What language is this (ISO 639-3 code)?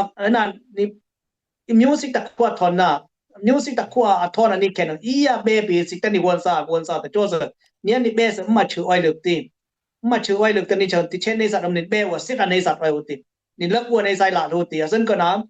dis